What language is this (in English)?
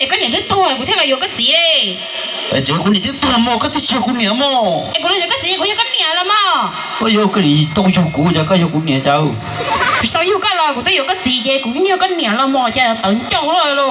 Hmong